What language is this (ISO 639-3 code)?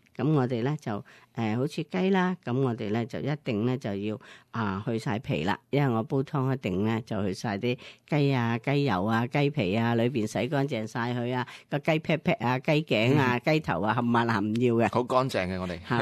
yue